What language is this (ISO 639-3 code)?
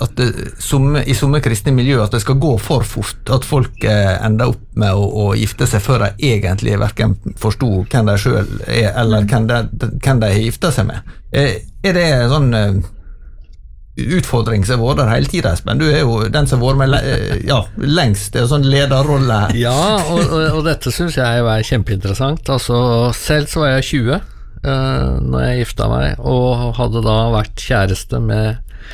nor